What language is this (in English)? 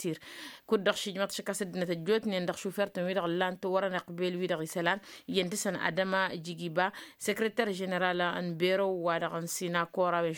Tamasheq